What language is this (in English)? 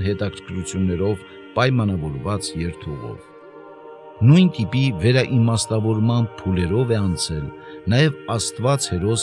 Armenian